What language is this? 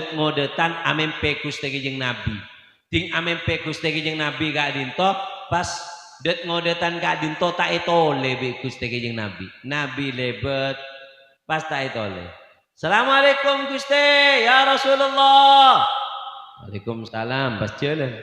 Madurese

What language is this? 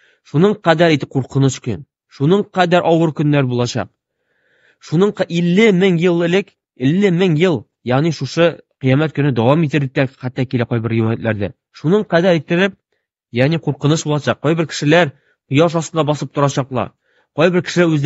Tatar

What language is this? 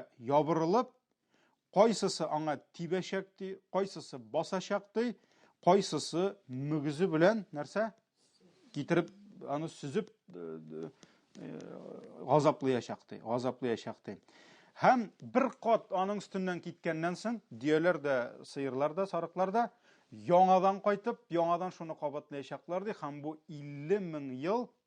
Tatar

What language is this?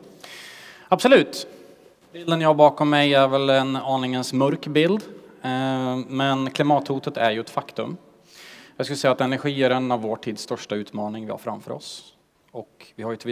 Swedish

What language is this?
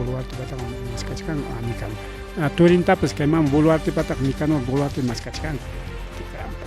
Ayacucho Quechua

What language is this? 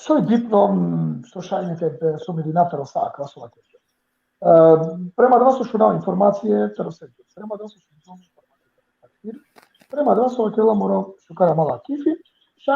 Balkan Romani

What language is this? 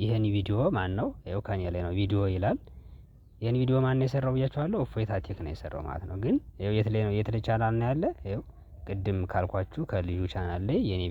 Amharic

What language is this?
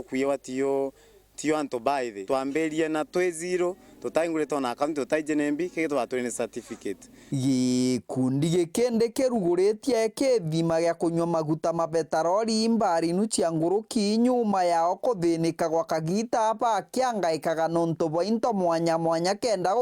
Meru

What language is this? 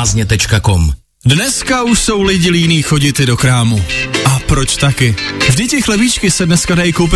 Czech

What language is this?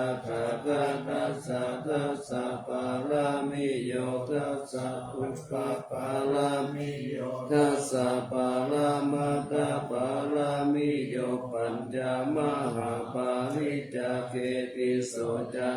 Pali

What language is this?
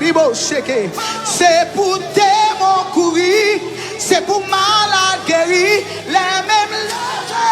Haitian Creole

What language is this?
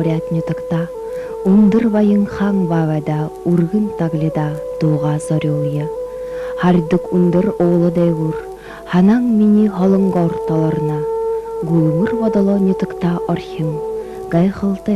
Buriat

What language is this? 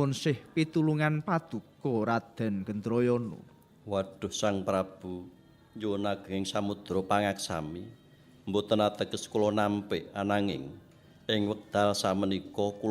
Javanese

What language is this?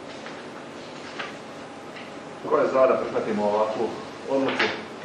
Croatian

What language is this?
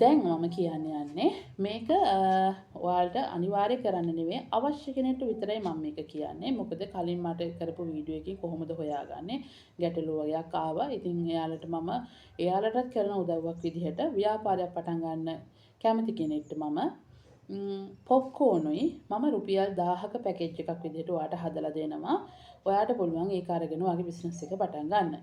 Sinhala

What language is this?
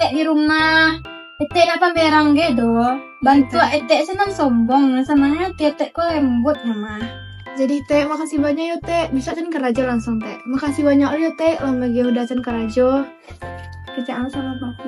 Minangkabau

